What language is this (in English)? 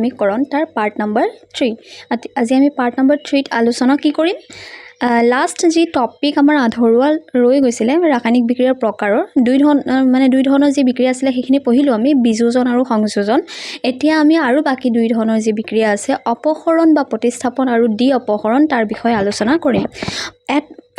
Assamese